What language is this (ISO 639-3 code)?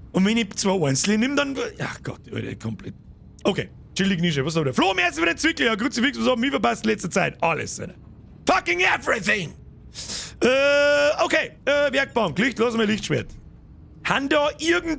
bar